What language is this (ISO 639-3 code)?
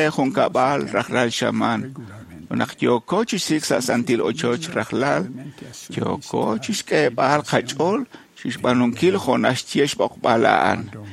kek